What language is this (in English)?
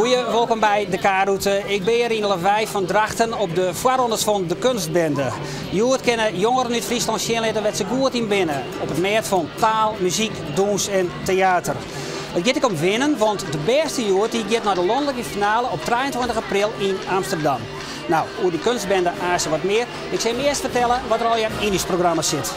Western Frisian